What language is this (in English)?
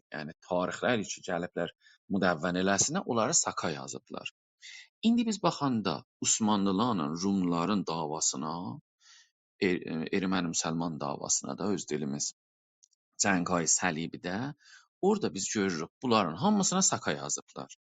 South Azerbaijani